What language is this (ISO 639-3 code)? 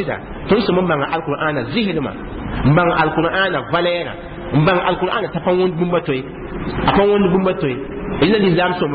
mos